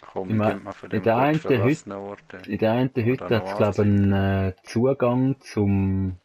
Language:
Swiss German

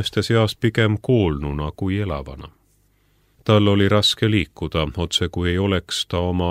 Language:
Estonian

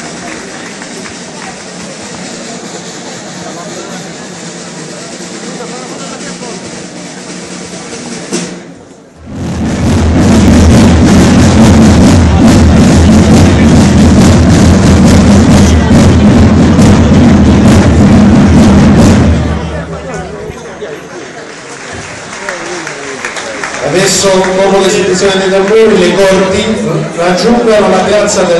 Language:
Italian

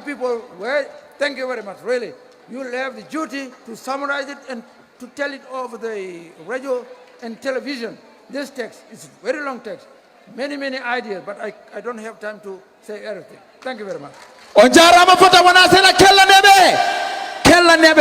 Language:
Fula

